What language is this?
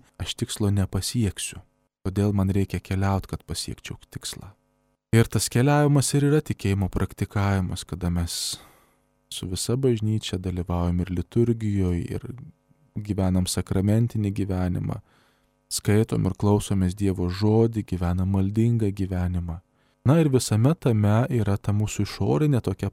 Lithuanian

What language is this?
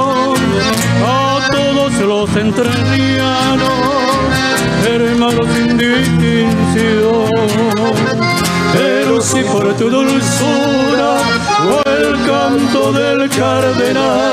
Spanish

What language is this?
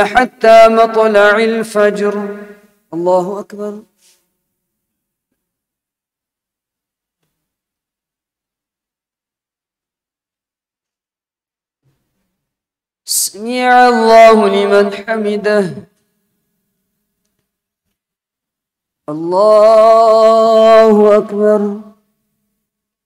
Arabic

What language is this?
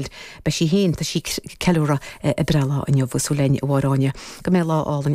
Irish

